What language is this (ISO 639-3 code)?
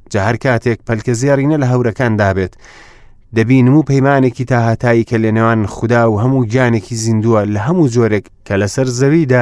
ckb